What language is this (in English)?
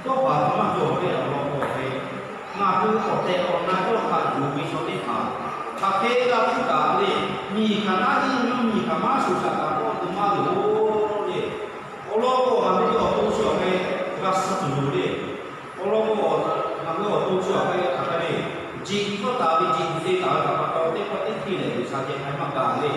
Lahu